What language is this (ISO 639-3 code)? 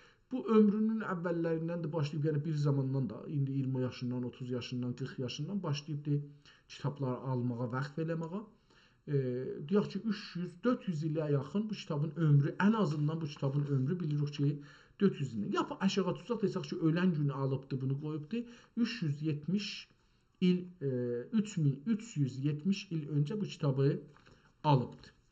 azb